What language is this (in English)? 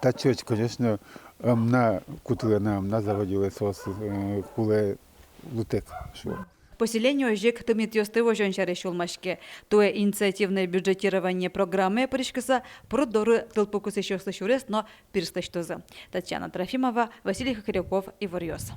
Udmurt